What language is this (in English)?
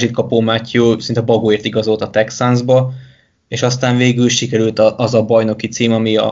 Hungarian